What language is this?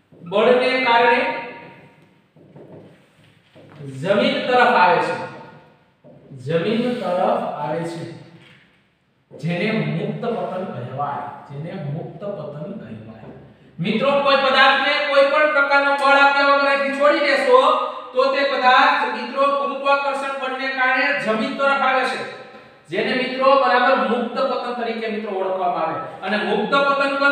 Gujarati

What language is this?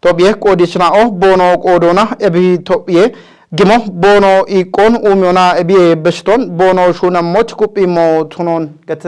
Kafa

